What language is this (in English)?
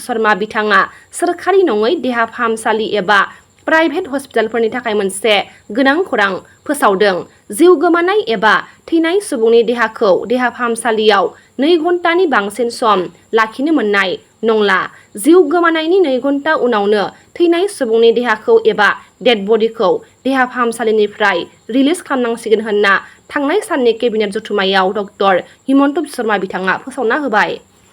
Bodo